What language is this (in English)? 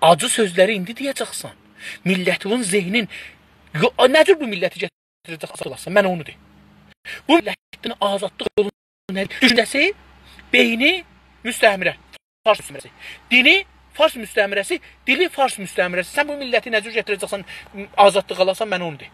South Azerbaijani